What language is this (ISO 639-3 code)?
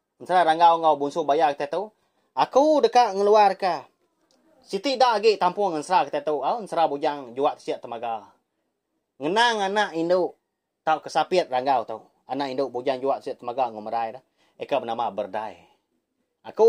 iba